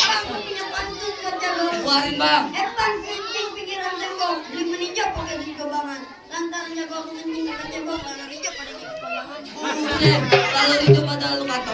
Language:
Betawi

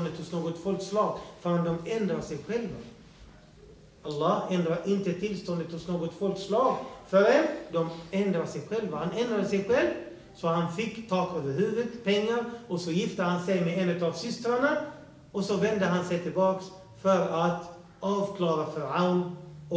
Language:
Swedish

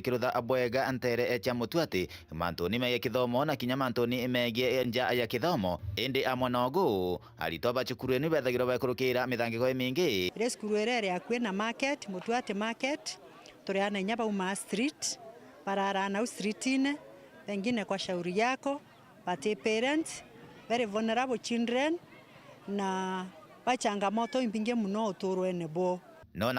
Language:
Meru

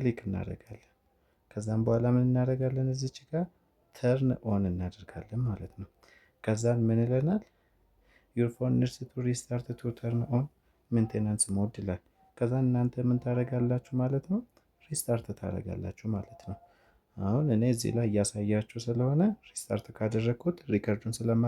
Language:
Amharic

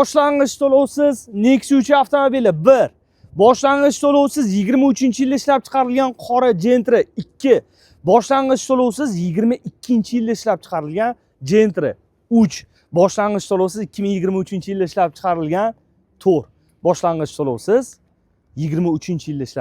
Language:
Uzbek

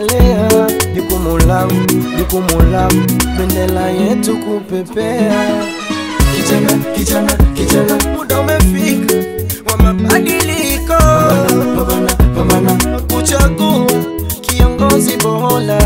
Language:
Swahili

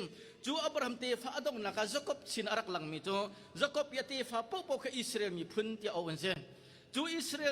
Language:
Hakha Chin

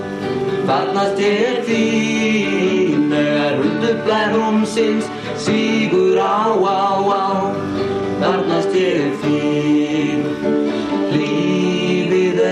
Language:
Icelandic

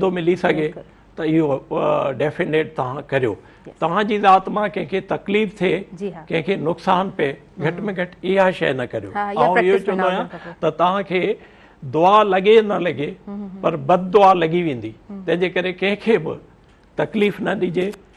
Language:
Sindhi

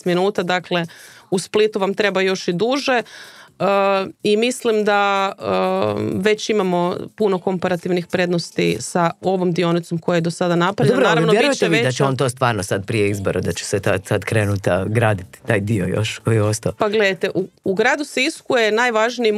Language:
Croatian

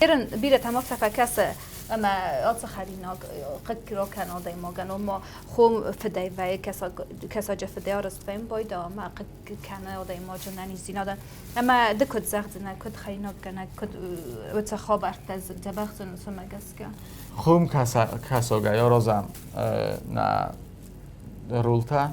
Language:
Ossetic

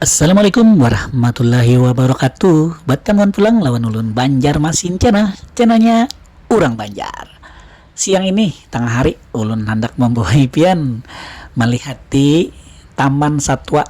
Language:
Banjar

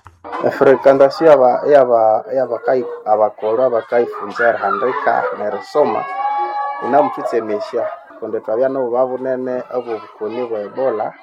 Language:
Nande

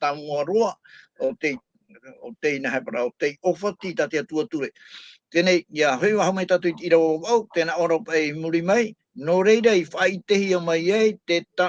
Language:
Tahitian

